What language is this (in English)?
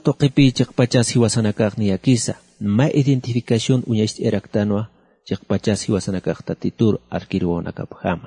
Aymara